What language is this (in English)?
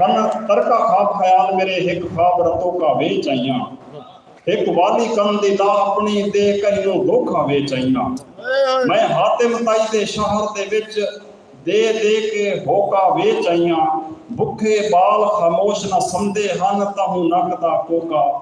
Saraiki